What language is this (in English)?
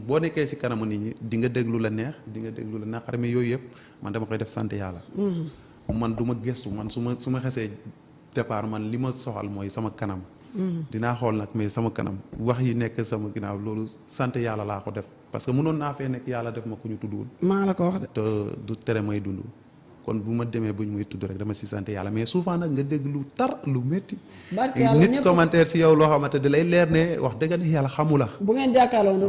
Wolof